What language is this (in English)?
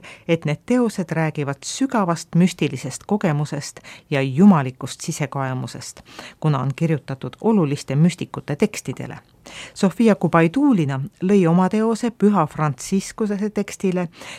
Estonian